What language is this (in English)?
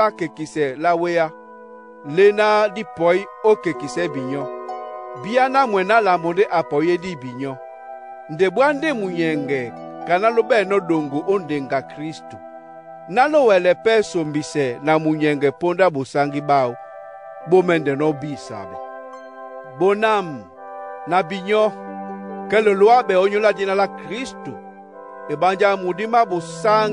Duala